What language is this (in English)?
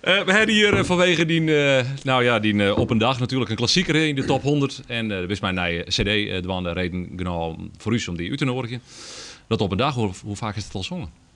Western Frisian